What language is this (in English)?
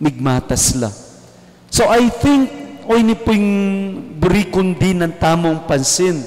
Pampanga